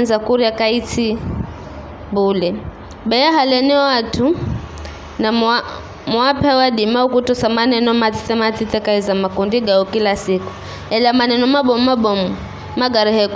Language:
Giryama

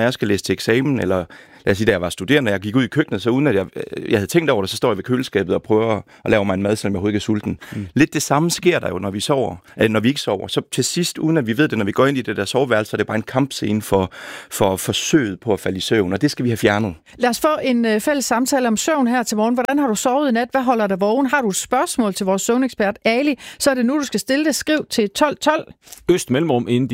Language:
Danish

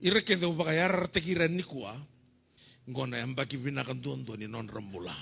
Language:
Fijian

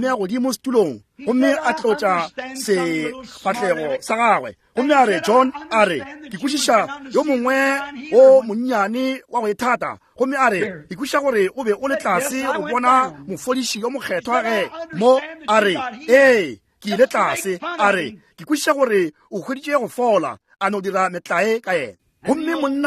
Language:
Northern Sotho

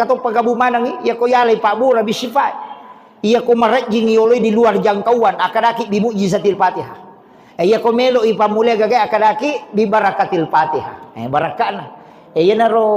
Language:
Buginese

